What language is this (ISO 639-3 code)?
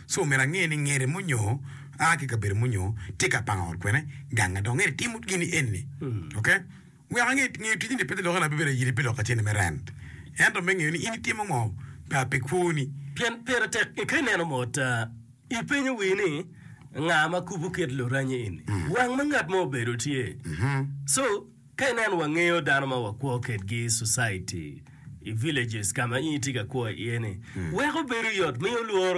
ach